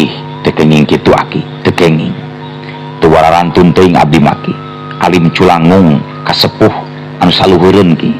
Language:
Sundanese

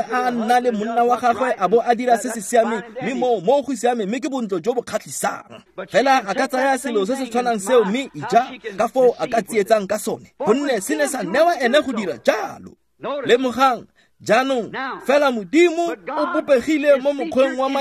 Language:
Tswana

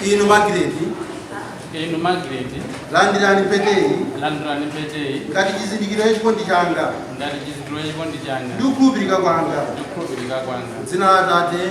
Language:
Nyanja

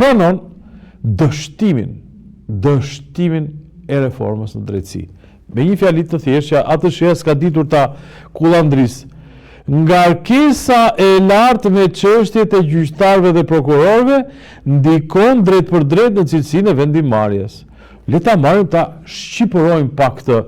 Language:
Albanian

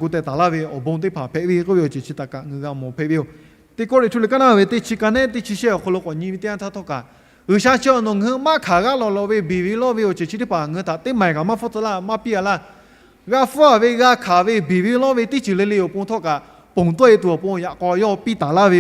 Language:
Lahu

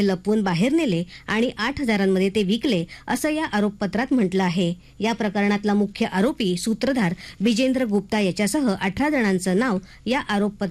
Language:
Marathi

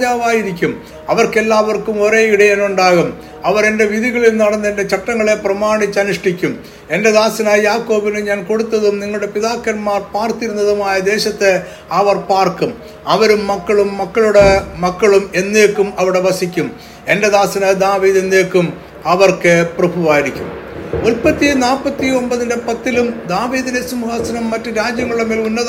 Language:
Malayalam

